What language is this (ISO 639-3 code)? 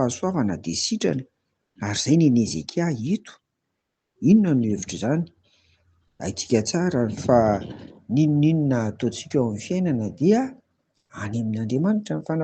mlg